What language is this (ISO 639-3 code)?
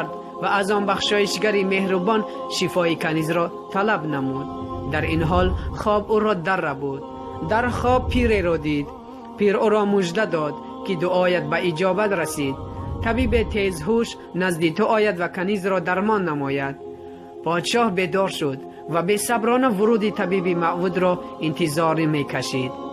tgk